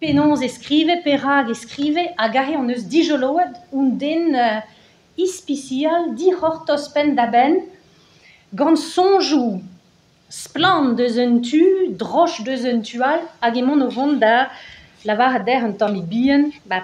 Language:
Breton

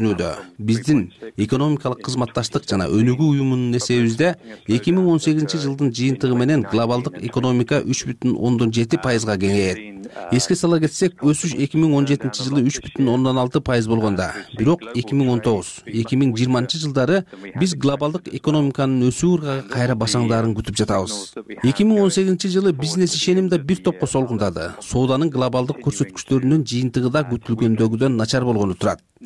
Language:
Kyrgyz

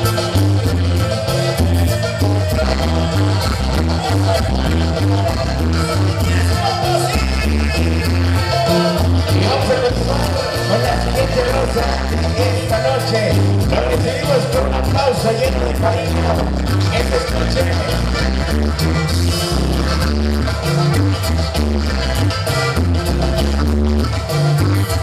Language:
Spanish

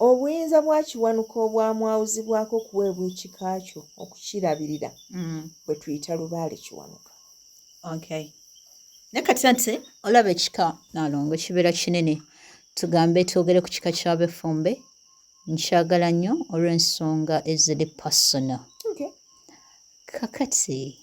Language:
Ganda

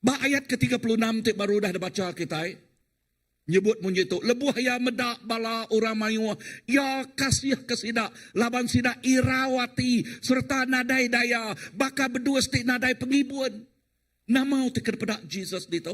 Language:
Iban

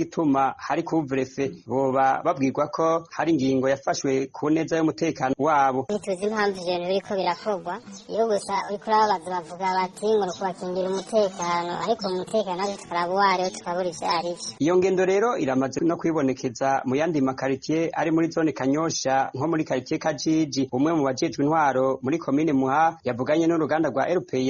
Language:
Rundi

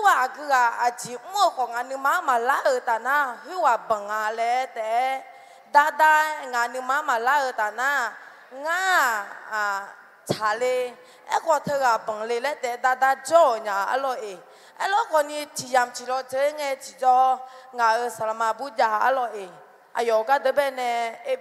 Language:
Akha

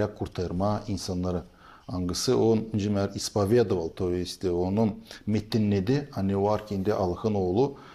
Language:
Gagauz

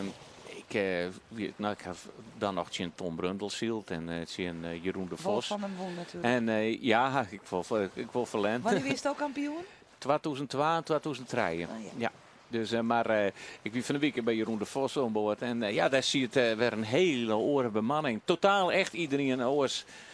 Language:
Western Frisian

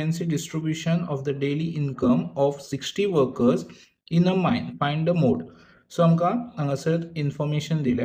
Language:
Konkani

